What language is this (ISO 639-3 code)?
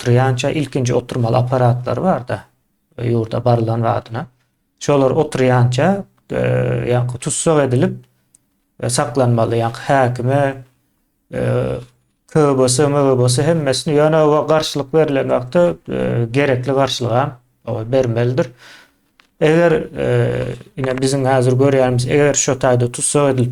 tuk